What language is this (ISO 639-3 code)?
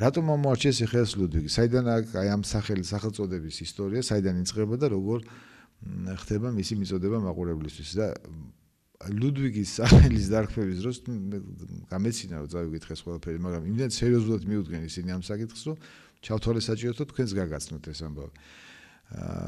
kat